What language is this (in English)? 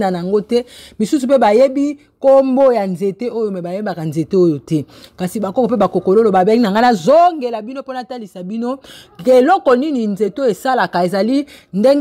Lingala